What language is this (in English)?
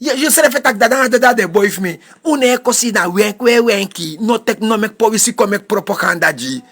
Sranan Tongo